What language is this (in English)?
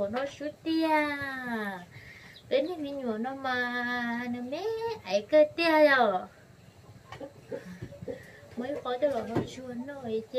Vietnamese